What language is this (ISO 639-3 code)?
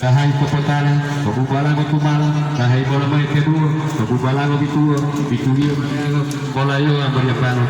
gor